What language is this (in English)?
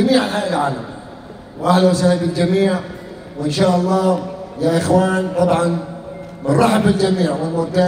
South Levantine Arabic